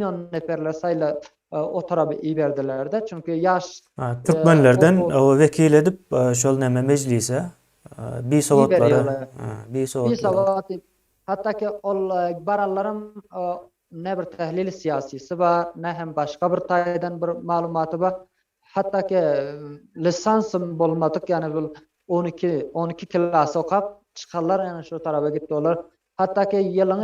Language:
Turkmen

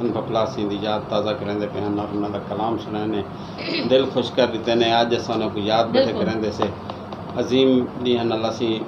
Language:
Saraiki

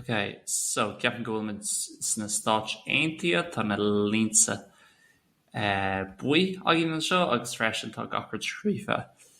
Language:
Irish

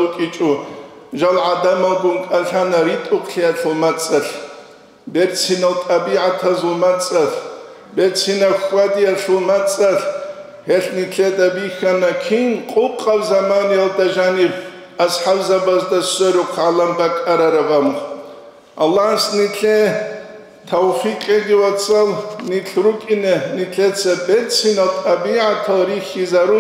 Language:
Avaric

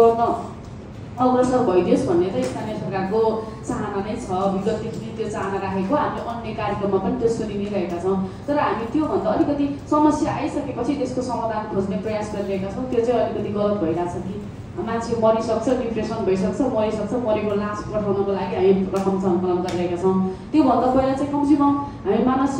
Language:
Nepali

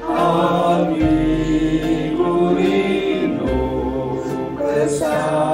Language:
Batak Karo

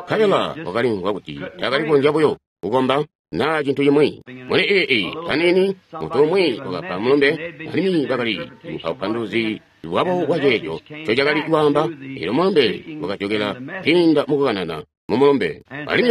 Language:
Tonga (Zambia)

